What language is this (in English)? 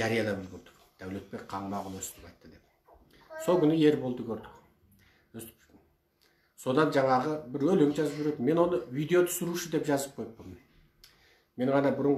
Kazakh